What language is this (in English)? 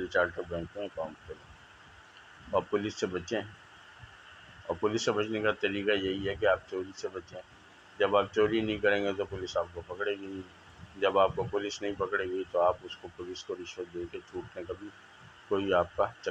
Urdu